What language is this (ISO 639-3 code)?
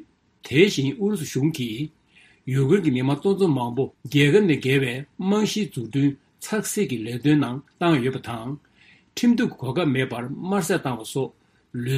bod